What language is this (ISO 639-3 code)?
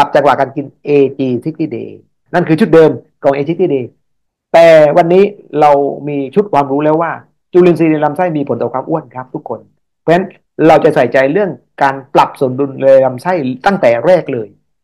tha